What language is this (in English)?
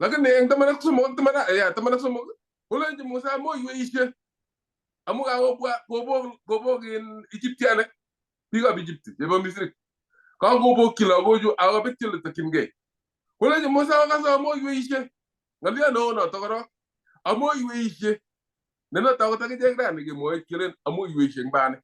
Kalenjin